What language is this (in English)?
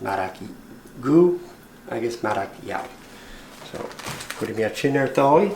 Scottish Gaelic